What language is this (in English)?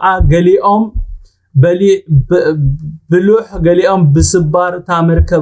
Tigrinya